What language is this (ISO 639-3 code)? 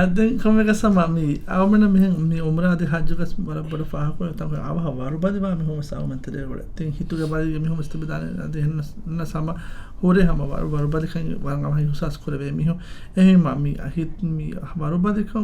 div